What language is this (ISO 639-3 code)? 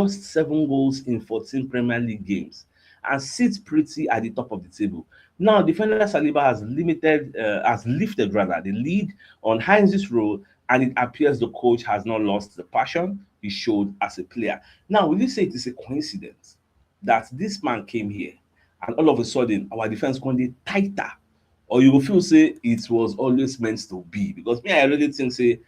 pcm